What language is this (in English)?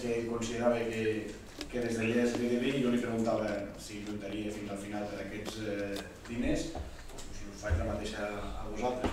Catalan